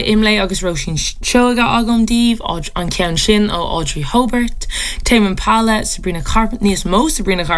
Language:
Irish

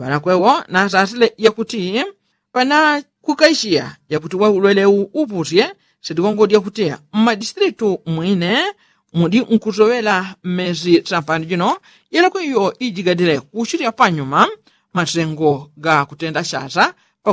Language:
Yao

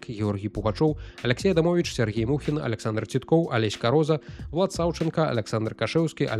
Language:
Belarusian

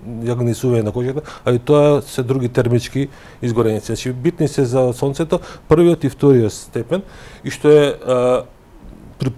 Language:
Macedonian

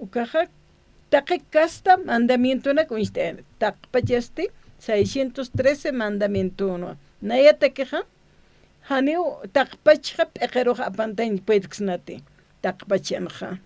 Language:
Aymara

